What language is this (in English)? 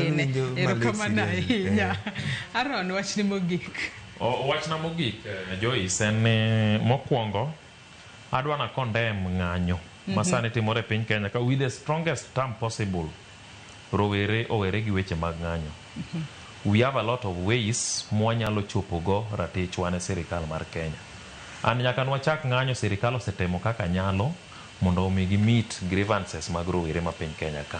Luo (Kenya and Tanzania)